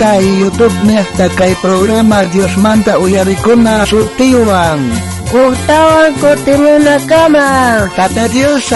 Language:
South Bolivian Quechua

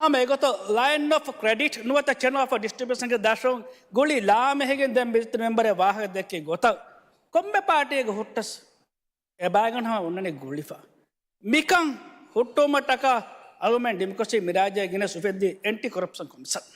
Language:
Divehi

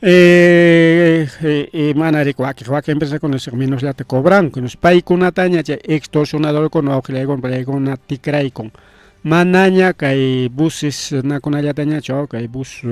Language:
Ayacucho Quechua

